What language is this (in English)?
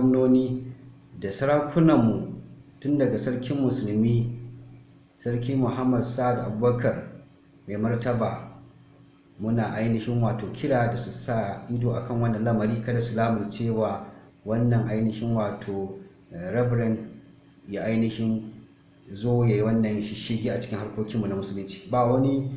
Hausa